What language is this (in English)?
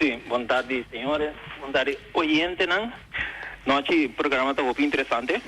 Papiamento